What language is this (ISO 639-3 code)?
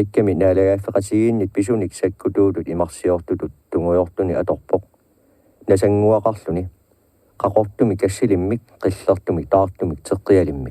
kal